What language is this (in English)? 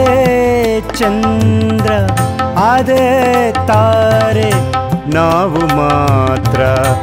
Kannada